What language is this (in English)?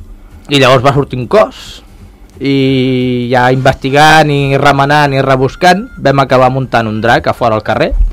Catalan